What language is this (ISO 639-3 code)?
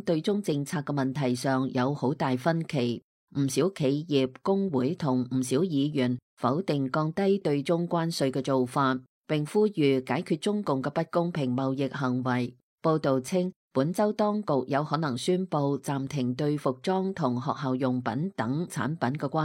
yue